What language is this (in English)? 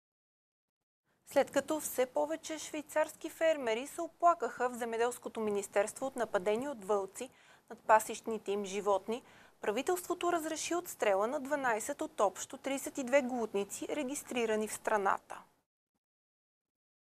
Bulgarian